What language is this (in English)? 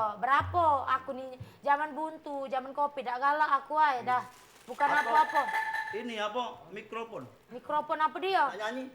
Musi